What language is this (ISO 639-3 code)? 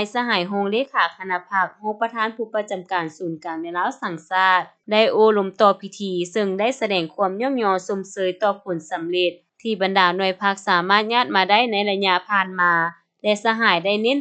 lao